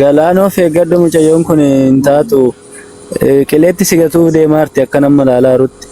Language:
Oromo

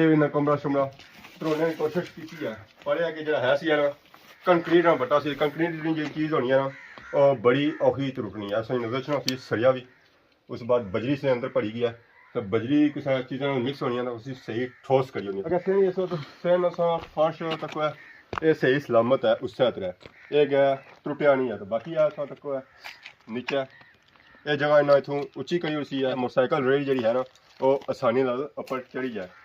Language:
Pahari-Potwari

